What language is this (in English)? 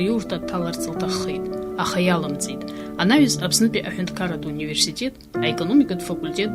Abkhazian